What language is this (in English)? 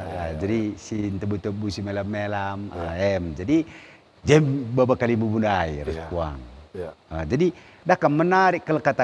Batak Karo